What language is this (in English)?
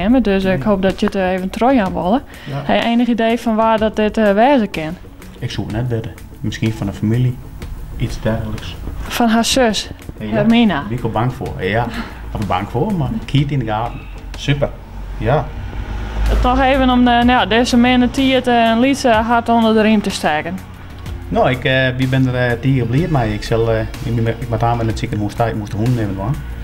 Western Frisian